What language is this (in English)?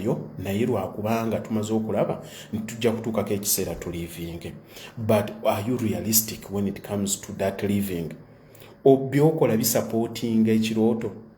Ganda